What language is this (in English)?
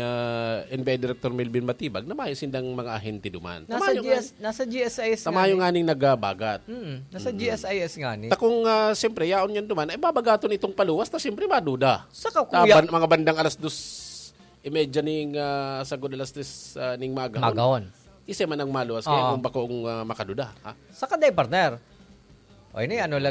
Bikol